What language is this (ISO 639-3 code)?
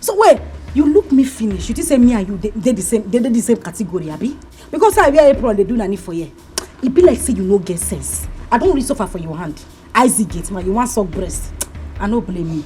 pcm